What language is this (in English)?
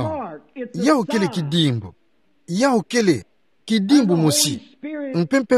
Kituba (Democratic Republic of Congo)